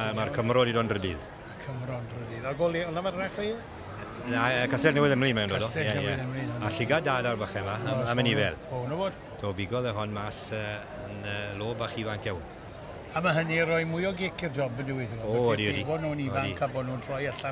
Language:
Welsh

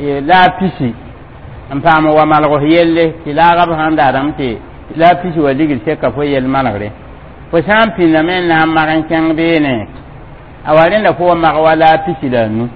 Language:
Mossi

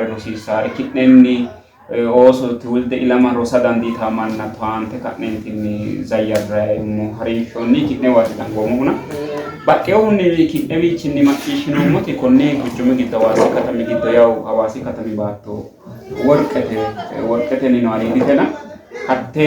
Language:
Sidamo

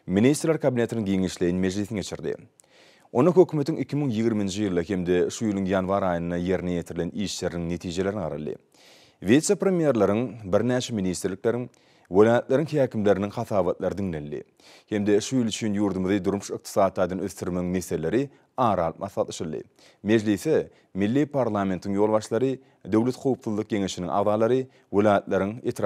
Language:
Turkmen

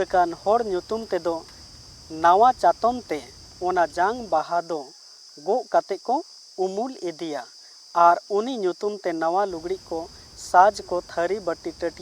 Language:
Santali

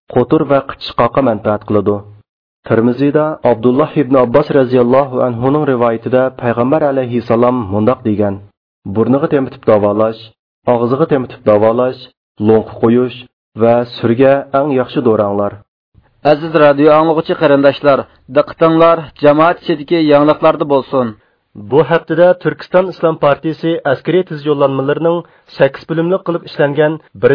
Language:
Uyghur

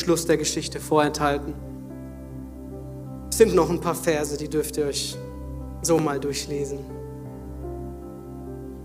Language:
German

